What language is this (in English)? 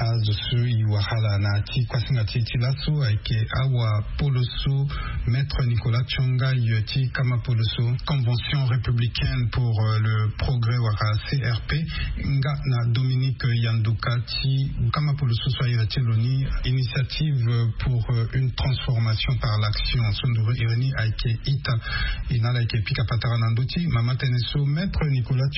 Sango